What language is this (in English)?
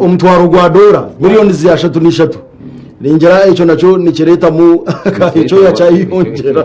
Nyankole